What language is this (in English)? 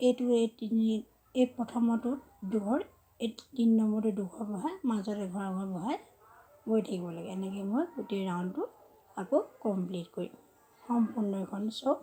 Assamese